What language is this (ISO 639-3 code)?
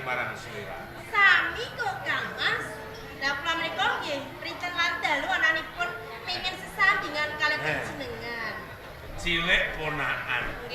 jav